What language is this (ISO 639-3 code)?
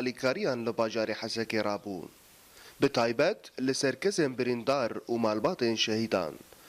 kur